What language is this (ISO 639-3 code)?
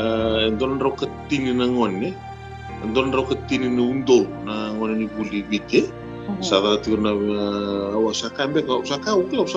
fij